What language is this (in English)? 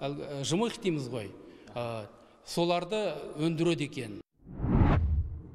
Kazakh